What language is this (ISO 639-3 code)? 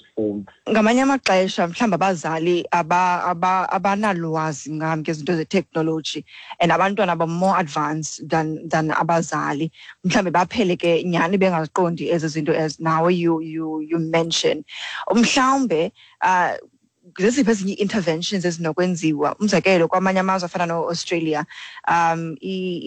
xho